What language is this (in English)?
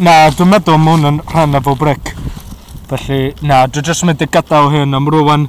Welsh